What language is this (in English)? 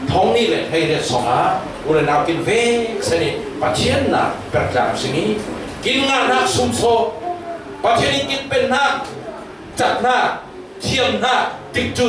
Falam Chin